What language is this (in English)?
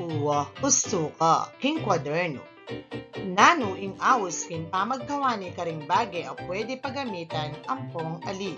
Pampanga